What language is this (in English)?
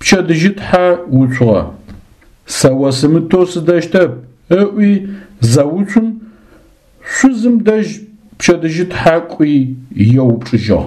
Adyghe